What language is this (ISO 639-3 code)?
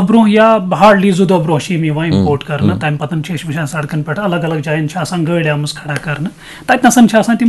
kas